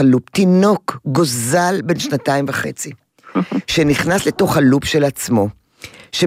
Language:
Hebrew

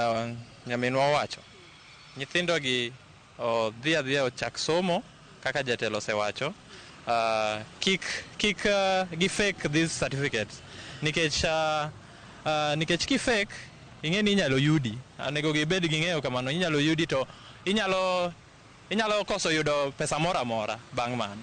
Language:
Luo (Kenya and Tanzania)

